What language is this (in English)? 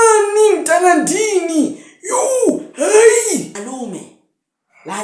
Zulu